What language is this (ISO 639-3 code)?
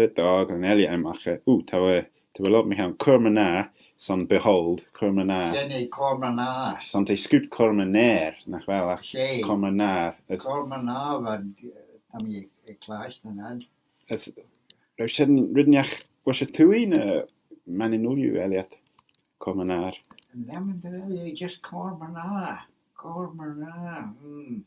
glv